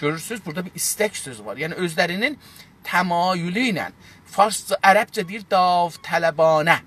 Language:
South Azerbaijani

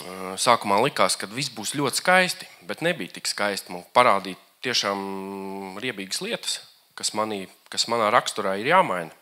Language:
Latvian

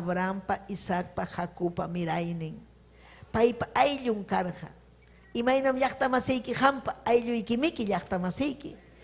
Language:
Ayacucho Quechua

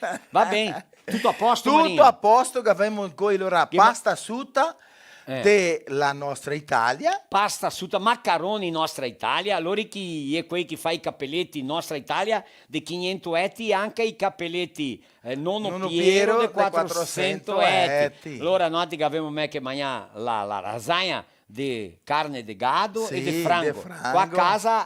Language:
Venetian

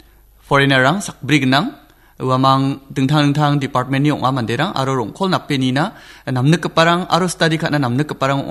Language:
Garo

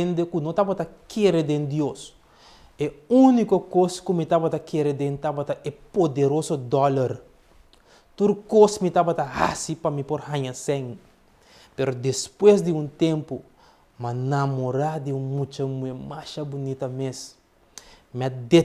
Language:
Papiamento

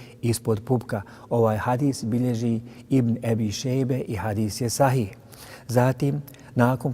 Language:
Bosnian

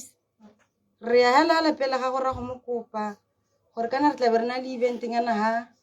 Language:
Tswana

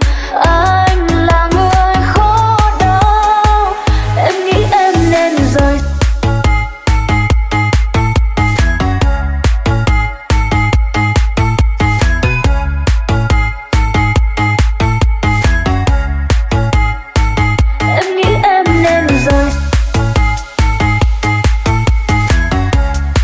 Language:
Vietnamese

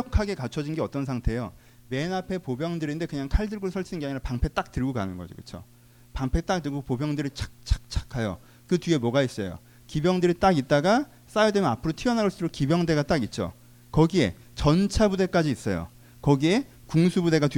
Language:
Korean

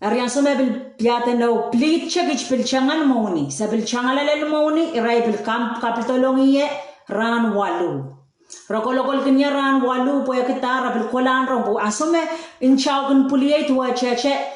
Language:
Pohnpeian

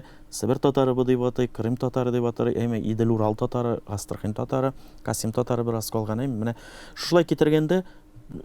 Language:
Tatar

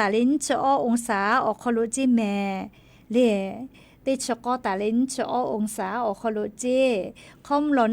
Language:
Lahu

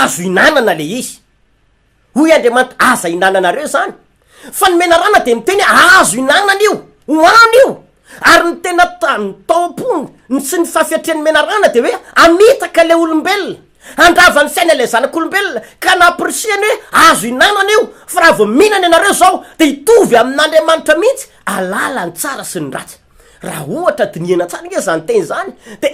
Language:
Malagasy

